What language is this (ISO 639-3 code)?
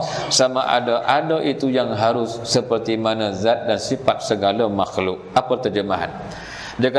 msa